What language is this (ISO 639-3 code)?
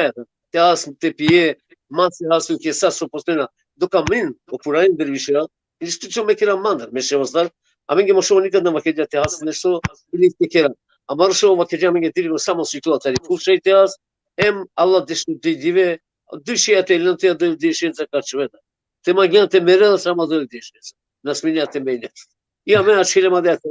rmn